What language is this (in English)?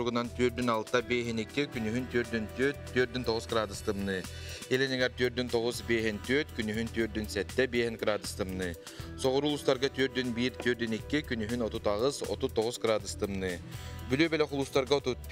Yakut